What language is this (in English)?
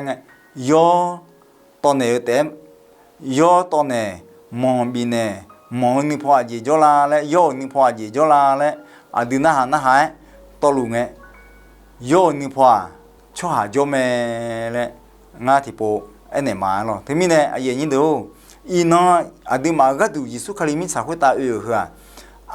Akha